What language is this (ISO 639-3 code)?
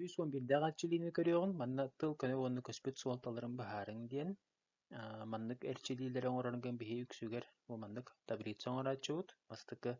sah